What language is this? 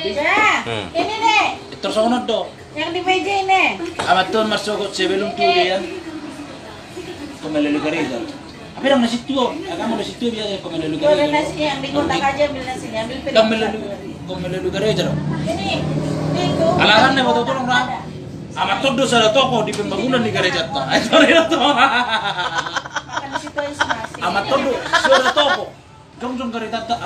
Batak Toba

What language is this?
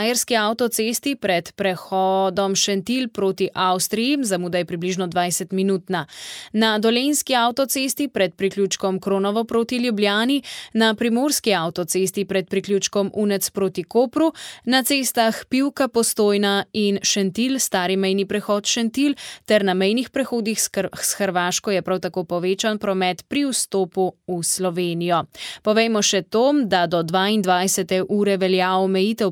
Slovenian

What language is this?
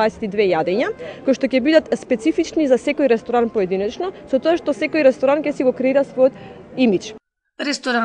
Macedonian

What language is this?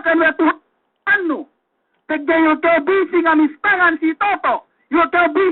Yakan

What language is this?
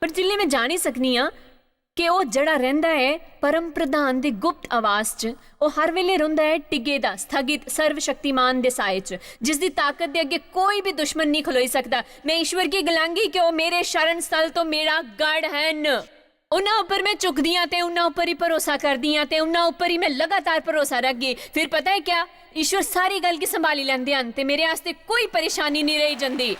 Dogri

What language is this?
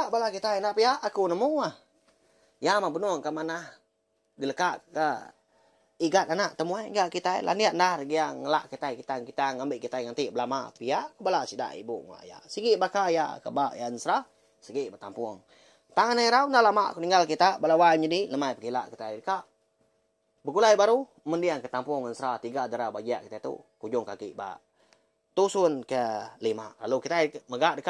Iban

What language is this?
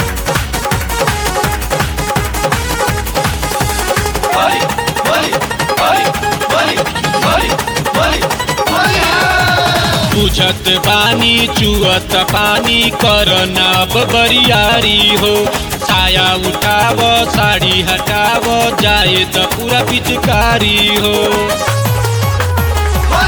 Bhojpuri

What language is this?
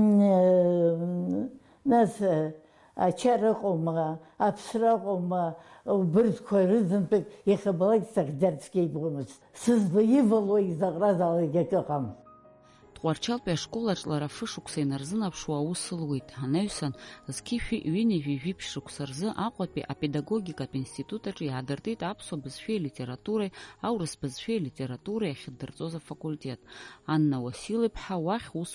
Abkhazian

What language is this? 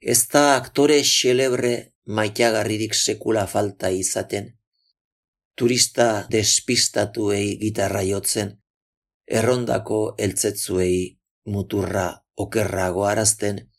Basque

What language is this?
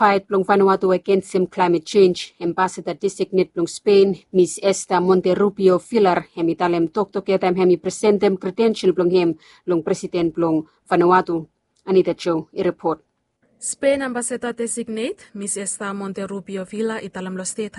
Bislama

